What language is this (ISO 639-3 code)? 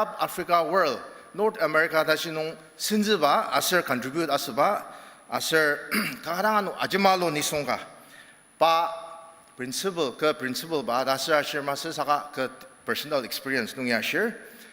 njo